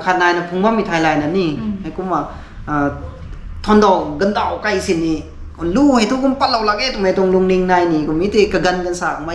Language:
Rongmei Naga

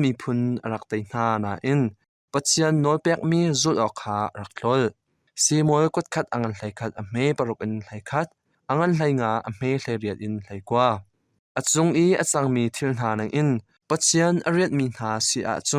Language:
Hakha Chin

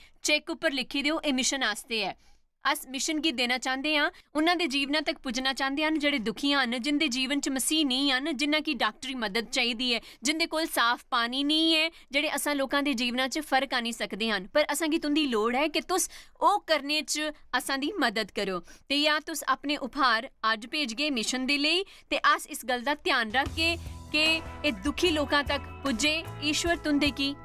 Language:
Dogri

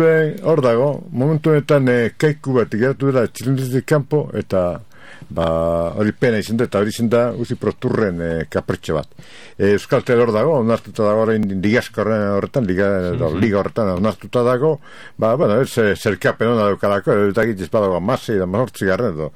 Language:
Basque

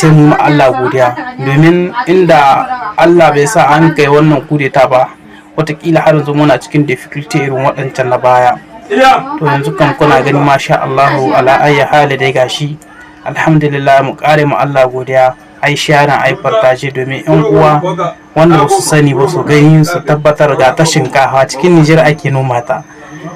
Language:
Hausa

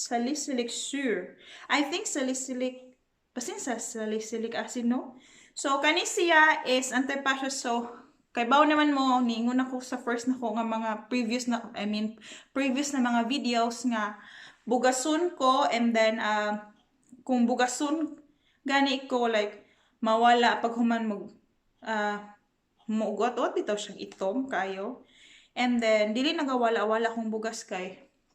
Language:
Cebuano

